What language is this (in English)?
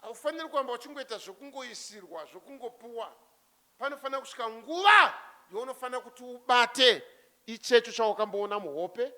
Shona